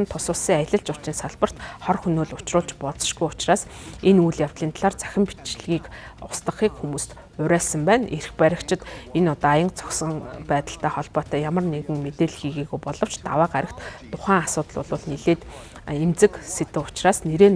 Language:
Mongolian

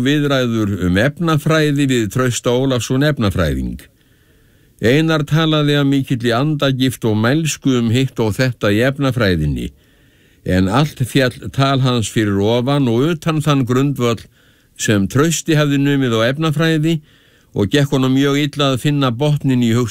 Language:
Icelandic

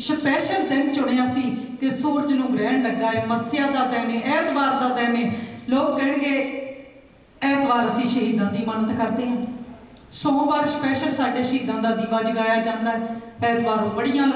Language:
Punjabi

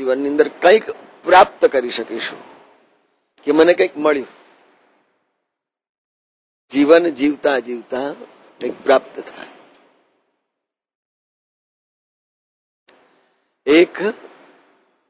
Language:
Gujarati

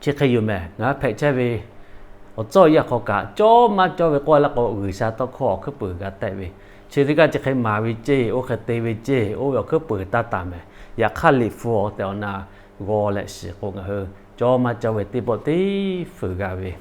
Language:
Lahu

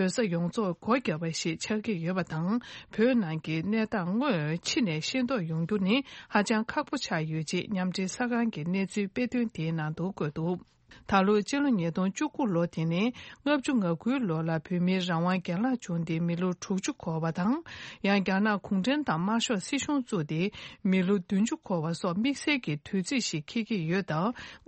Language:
Tibetan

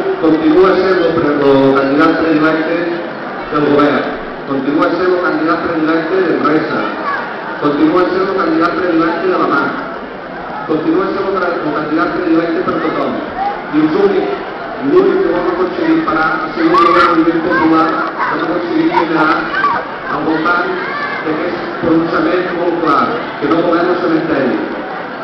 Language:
Catalan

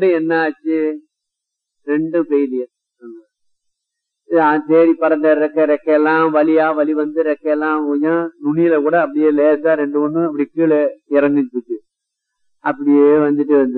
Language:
Tamil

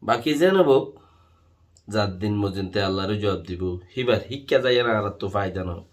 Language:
Rohingya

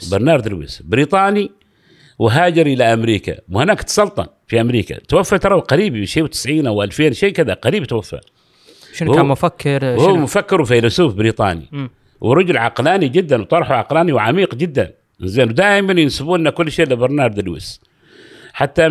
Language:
Gulf Arabic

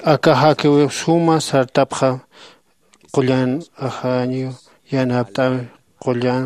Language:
Aymara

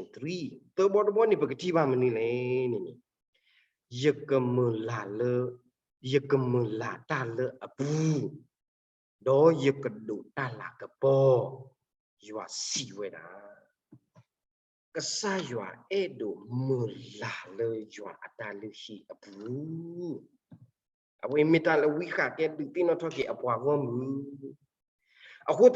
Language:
S'gaw Karen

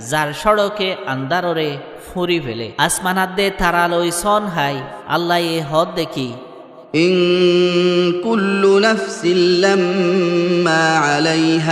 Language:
Rohingya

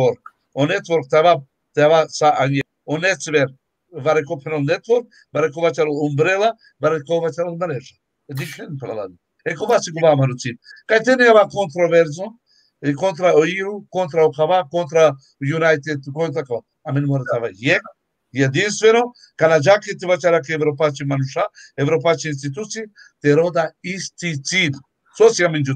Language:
Balkan Romani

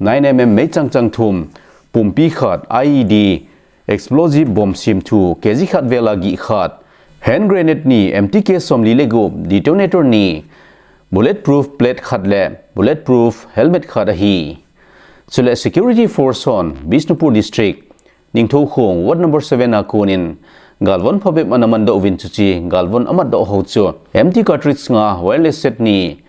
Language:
Thado Chin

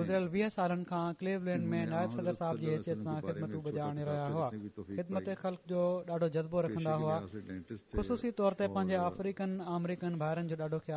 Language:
Sindhi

